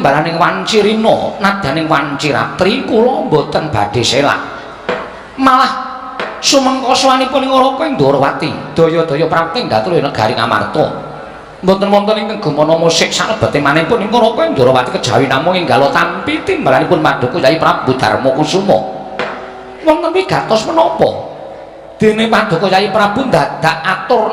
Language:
Javanese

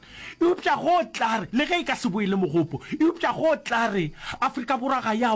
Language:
Northern Sotho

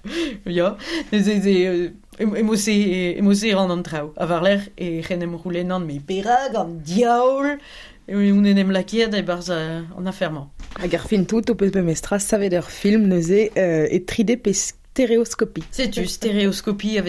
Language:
Breton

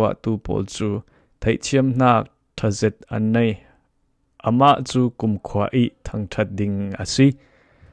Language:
Falam Chin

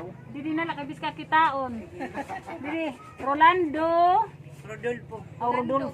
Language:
Waray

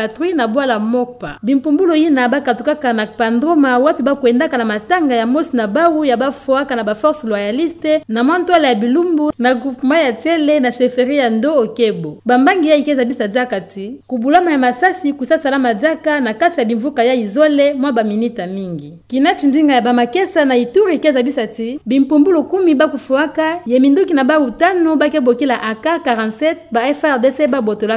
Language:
Kituba (Democratic Republic of Congo)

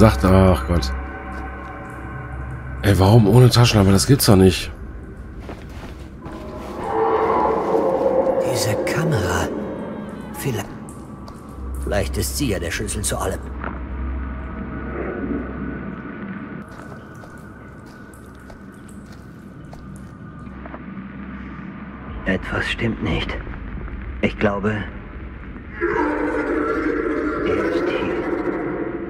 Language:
German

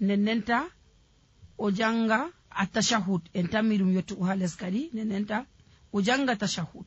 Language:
Nigerian Fulfulde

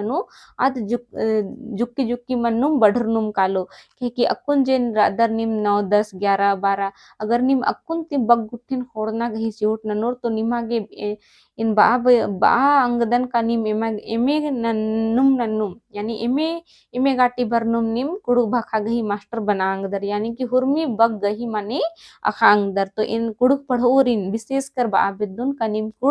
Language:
Kurukh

